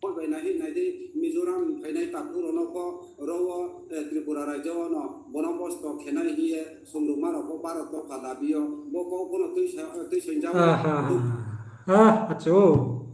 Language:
Riang (India)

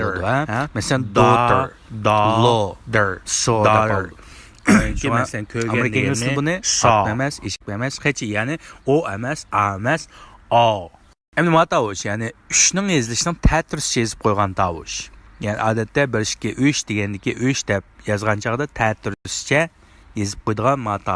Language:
Uyghur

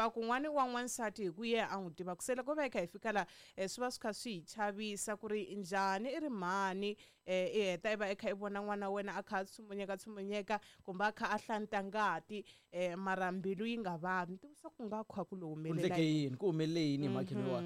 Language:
Tsonga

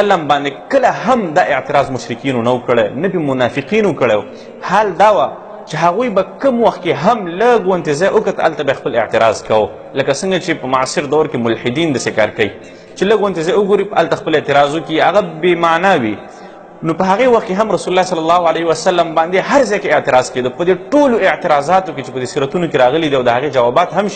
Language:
Pashto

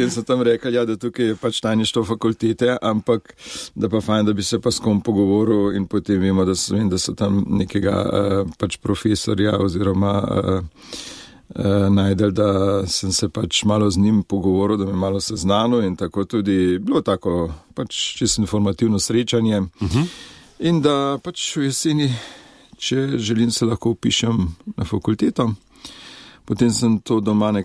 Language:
Slovenian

